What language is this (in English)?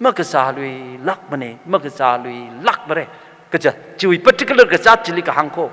Tangkhul Naga (India)